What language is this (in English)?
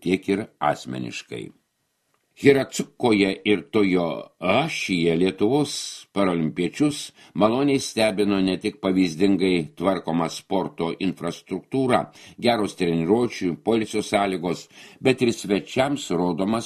Lithuanian